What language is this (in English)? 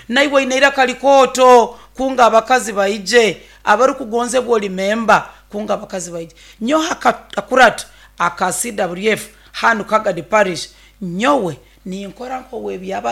Nyoro